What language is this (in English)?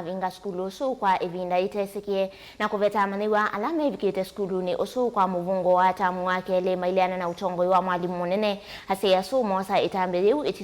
Kamba